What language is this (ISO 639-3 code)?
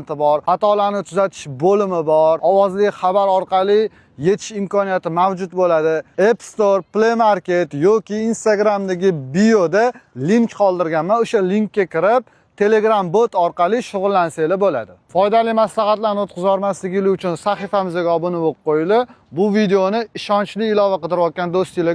uzb